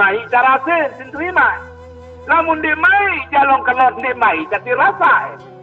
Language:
Sasak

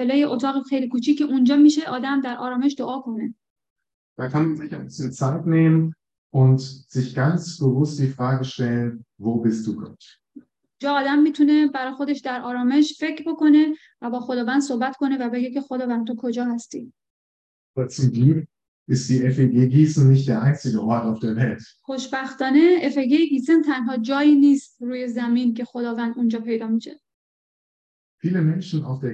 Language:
Persian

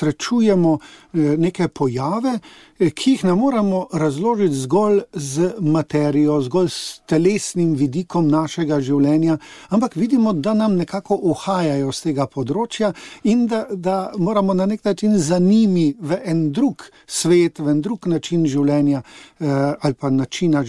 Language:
Slovenian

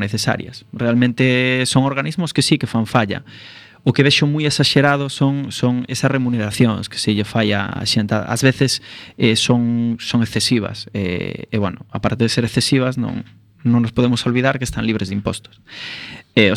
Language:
Galician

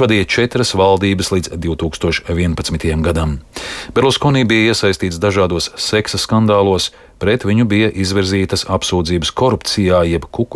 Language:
Latvian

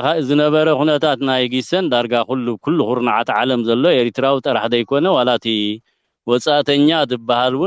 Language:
Tigrinya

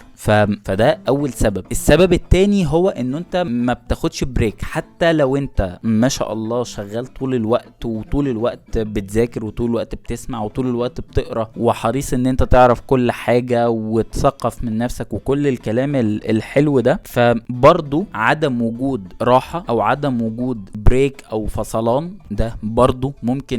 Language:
Egyptian Arabic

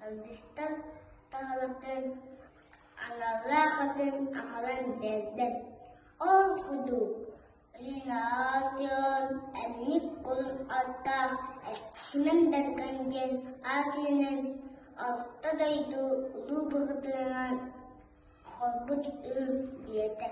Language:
Yakut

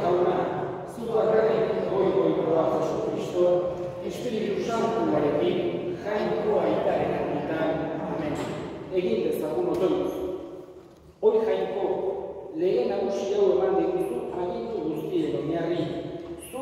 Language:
Basque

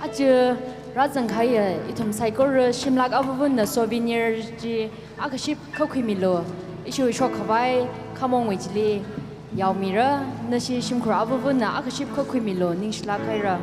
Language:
Tangkhul Naga (India)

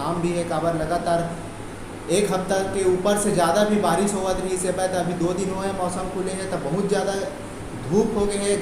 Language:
Chhattisgarhi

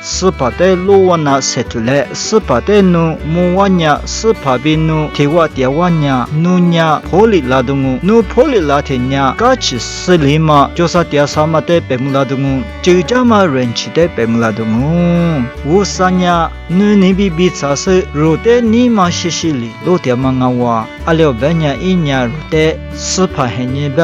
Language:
Lisu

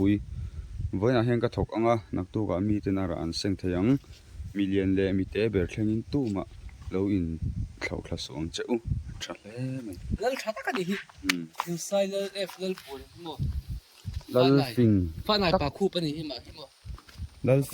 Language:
Mizo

